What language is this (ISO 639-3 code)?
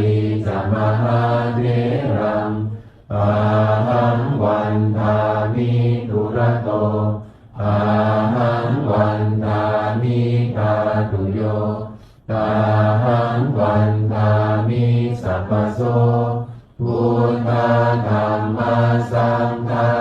pli